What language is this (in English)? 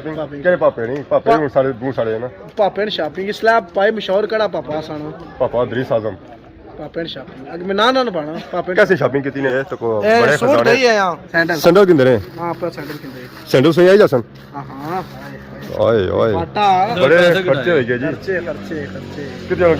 Pahari-Potwari